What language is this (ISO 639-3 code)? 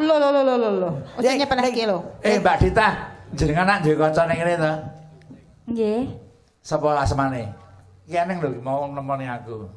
jav